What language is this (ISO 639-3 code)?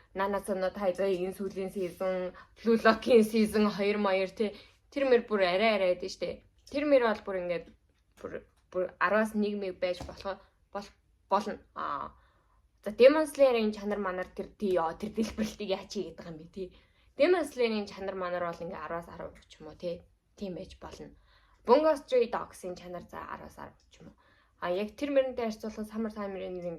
mon